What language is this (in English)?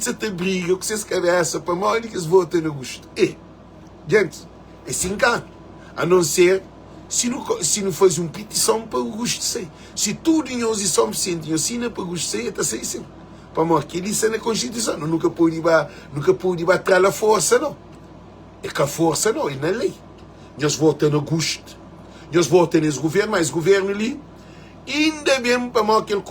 Kabuverdianu